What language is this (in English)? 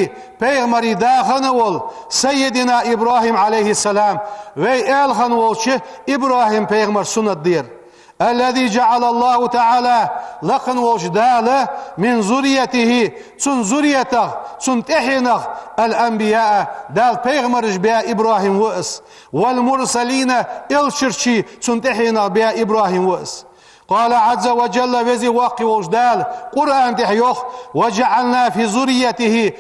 Ingush